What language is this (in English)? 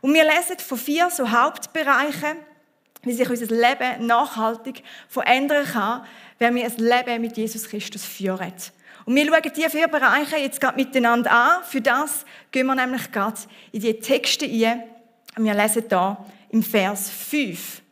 Swiss German